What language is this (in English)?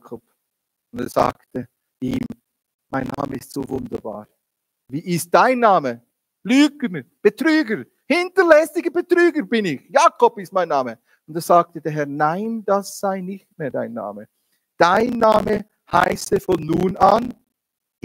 Swiss German